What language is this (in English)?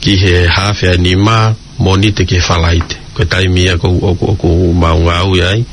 Tongan